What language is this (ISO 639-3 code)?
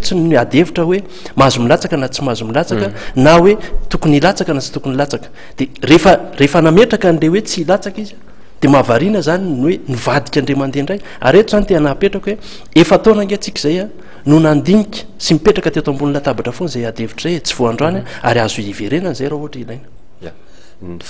mlg